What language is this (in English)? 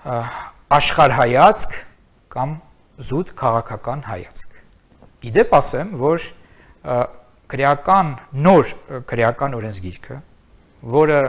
Armenian